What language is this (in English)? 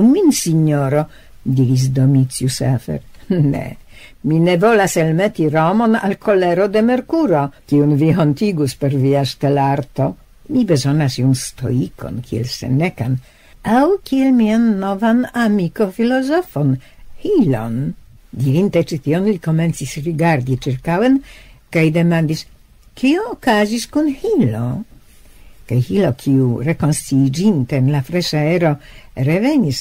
Esperanto